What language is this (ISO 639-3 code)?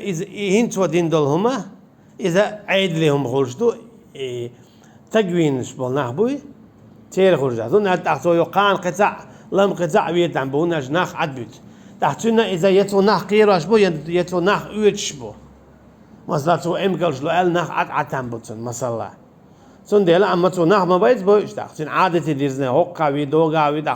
che